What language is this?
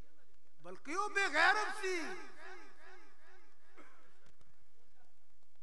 Urdu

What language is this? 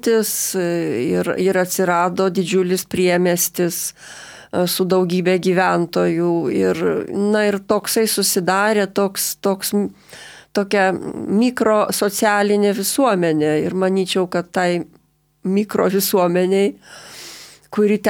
Lithuanian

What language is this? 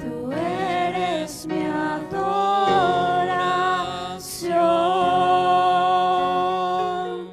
Aymara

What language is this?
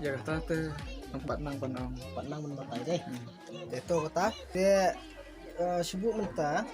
Khasi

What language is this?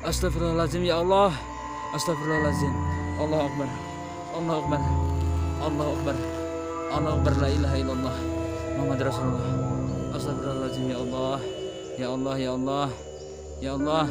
Banjar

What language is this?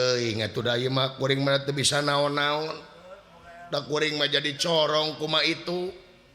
Sundanese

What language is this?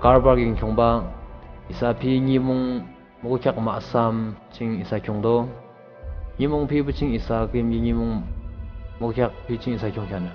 Yimchungru Naga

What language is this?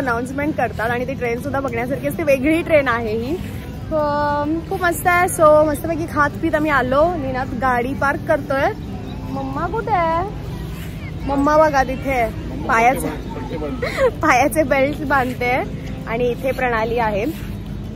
Marathi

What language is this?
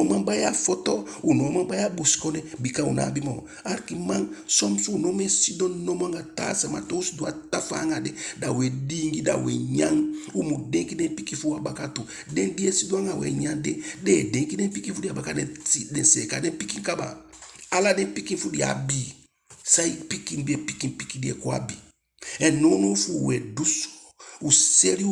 Eastern Maroon Creole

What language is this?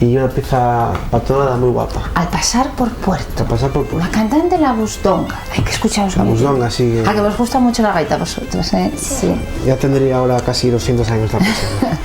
Asturian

